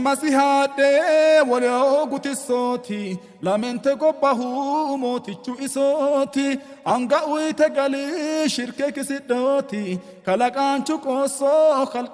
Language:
Sidamo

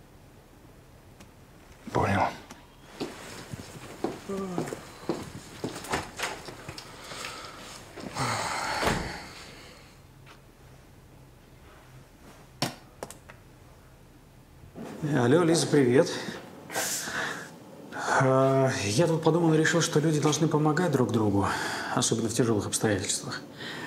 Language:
Russian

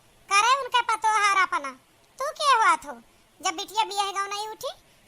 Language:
Awadhi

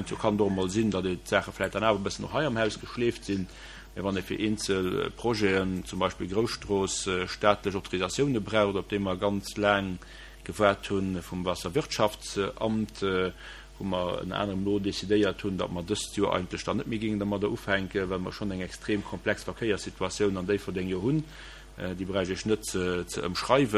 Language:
Luxembourgish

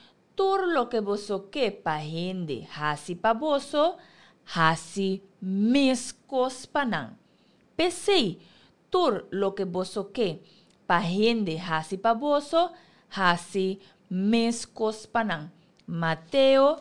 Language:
Papiamento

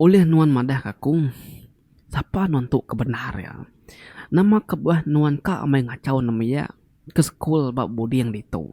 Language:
Iban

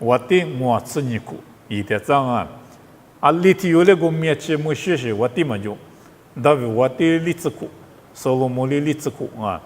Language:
Lisu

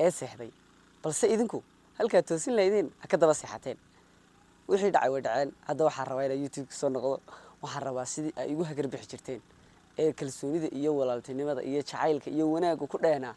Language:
Somali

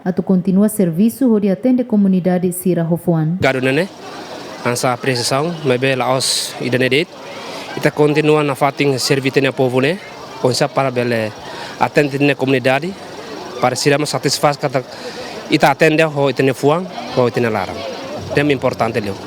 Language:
Tetum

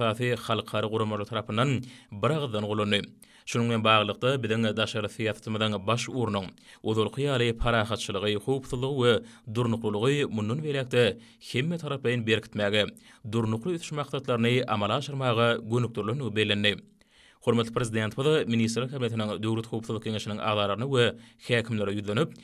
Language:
Turkmen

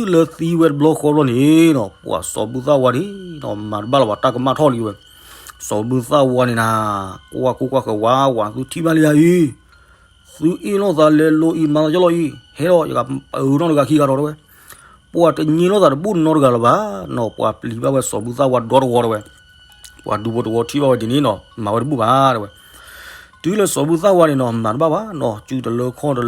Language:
S'gaw Karen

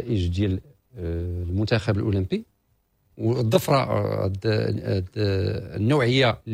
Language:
Moroccan Arabic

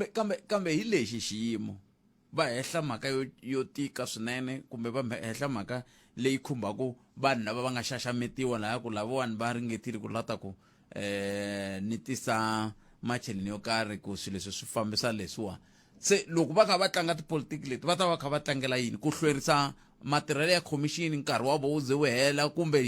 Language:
Tsonga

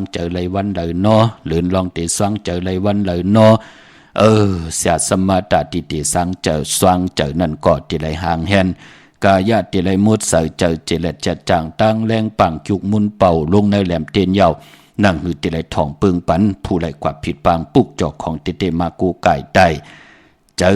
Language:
Shan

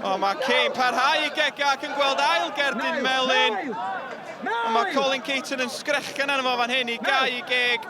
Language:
Welsh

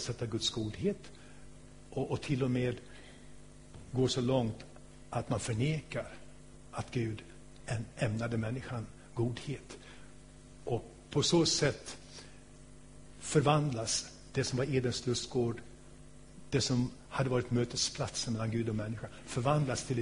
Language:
Swedish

